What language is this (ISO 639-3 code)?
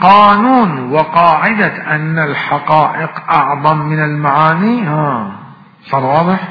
acm